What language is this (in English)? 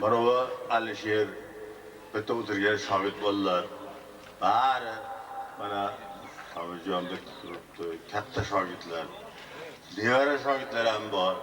Uzbek